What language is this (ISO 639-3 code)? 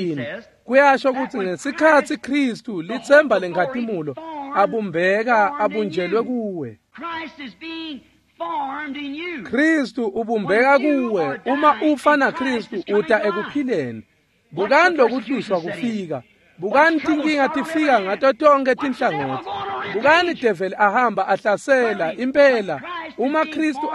ssw